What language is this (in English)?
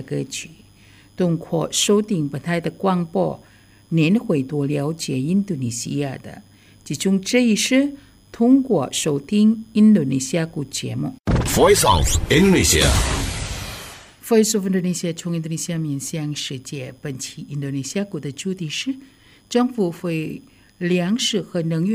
Chinese